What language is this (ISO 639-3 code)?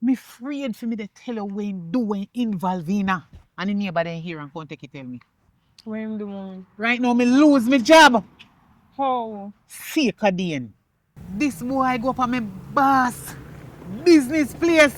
jam